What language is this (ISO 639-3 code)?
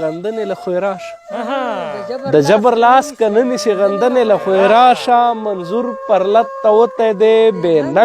pus